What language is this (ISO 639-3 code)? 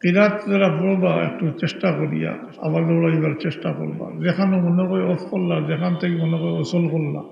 syl